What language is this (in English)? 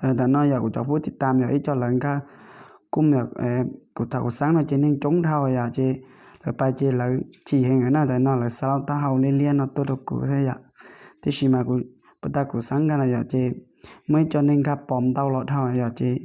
Hmong